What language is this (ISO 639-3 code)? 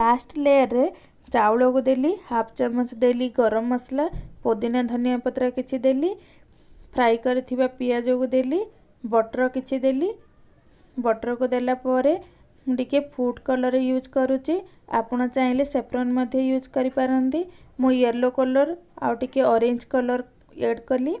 ori